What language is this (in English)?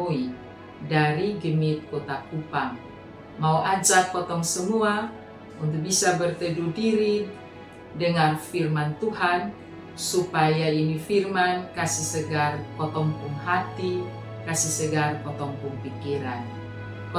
Kupang Malay